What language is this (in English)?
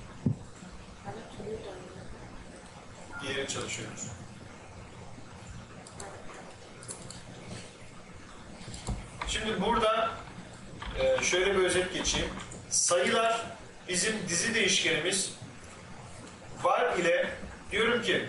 Turkish